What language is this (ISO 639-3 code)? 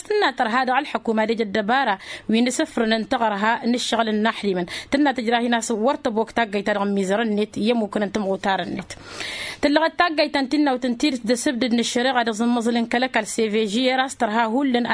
taq